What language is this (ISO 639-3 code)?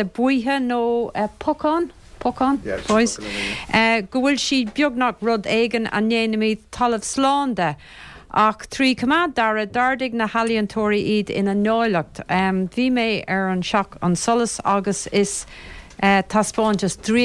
gle